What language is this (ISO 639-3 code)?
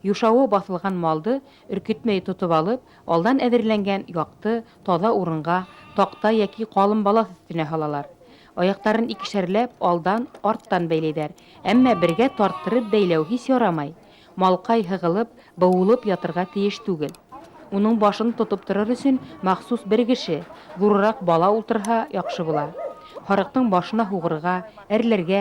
bak